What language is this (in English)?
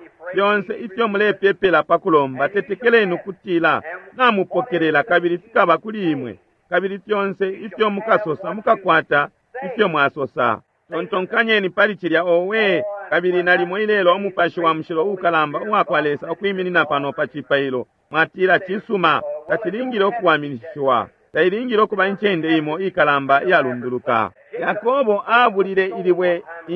Bemba